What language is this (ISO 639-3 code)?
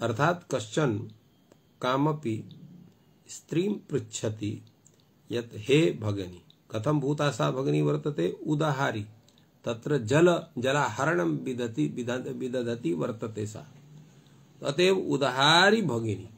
san